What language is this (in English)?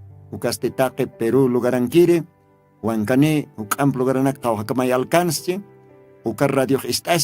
Aymara